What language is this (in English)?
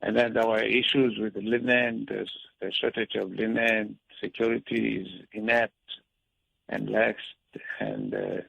Tsonga